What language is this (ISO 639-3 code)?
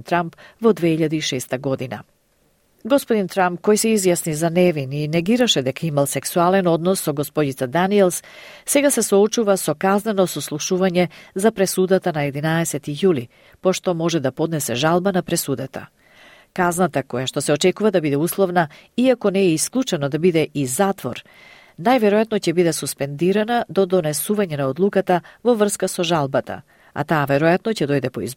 mkd